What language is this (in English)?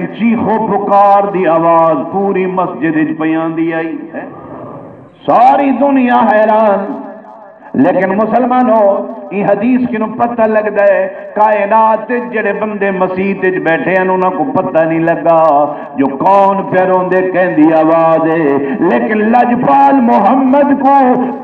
Saraiki